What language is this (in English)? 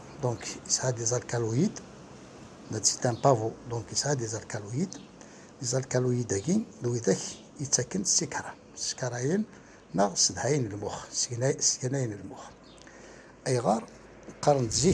Kabyle